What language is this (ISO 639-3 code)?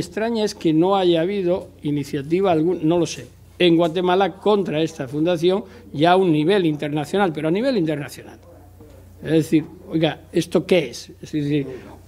spa